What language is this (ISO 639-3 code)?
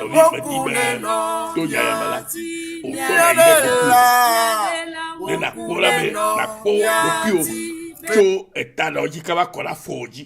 ewe